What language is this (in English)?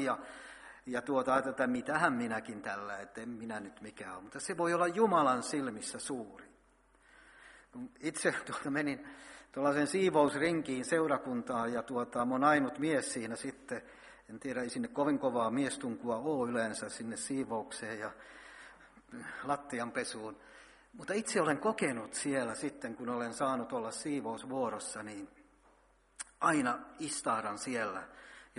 Finnish